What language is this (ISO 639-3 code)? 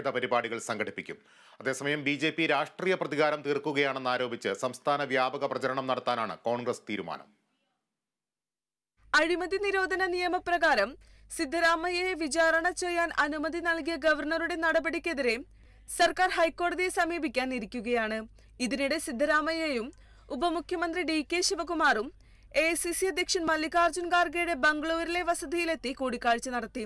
mal